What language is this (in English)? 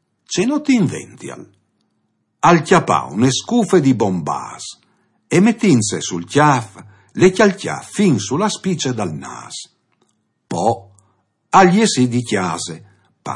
Friulian